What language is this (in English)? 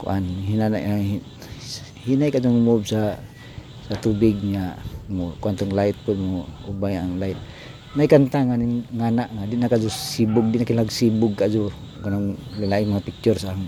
Cebuano